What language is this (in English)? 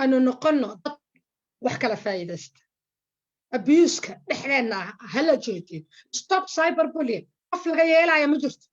Somali